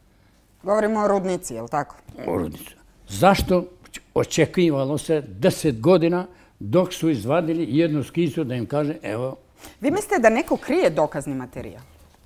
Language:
Serbian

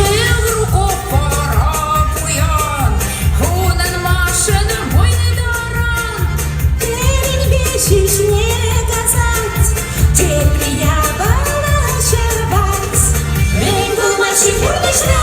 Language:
Chuvash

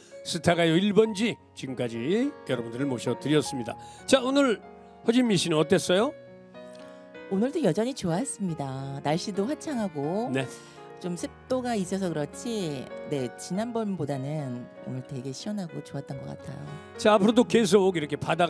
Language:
Korean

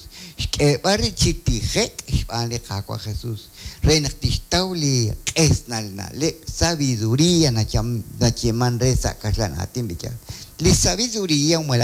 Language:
Kekchí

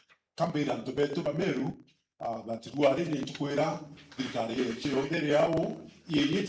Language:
Meru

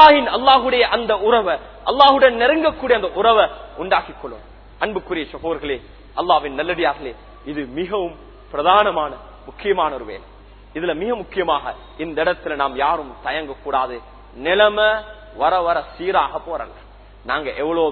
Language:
Tamil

